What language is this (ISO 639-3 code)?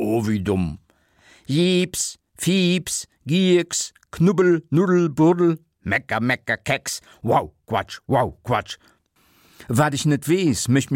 ltz